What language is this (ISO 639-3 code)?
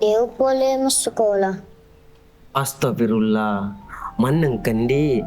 bug